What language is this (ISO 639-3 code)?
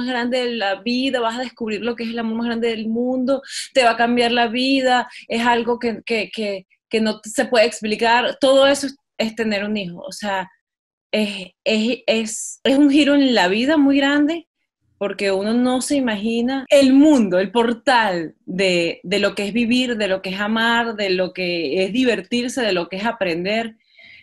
spa